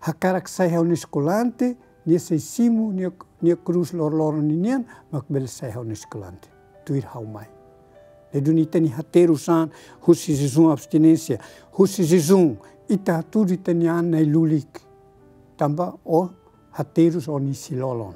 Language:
Tetum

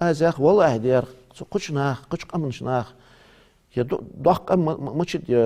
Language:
Ingush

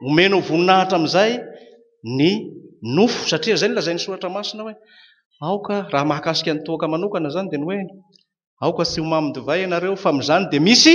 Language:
Malagasy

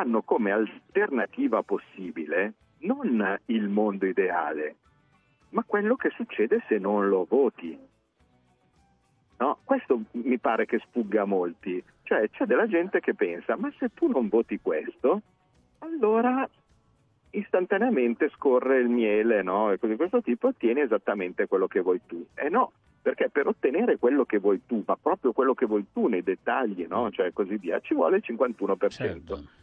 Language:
Italian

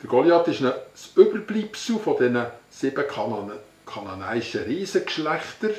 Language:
Swiss German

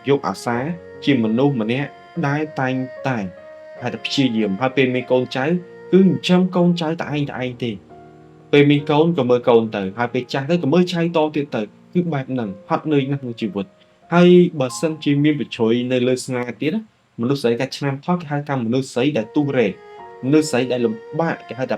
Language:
Khmer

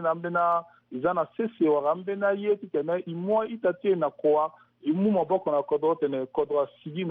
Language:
Sango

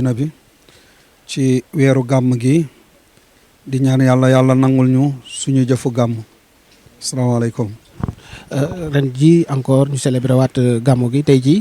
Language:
Wolof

